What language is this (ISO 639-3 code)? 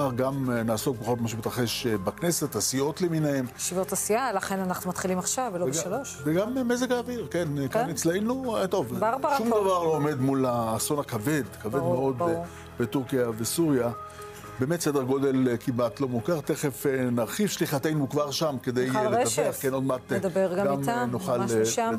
heb